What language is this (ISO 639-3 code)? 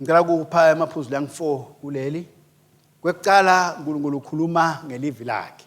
ssw